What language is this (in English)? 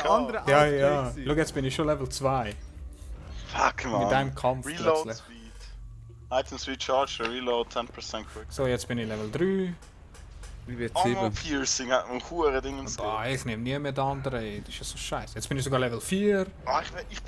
Swiss German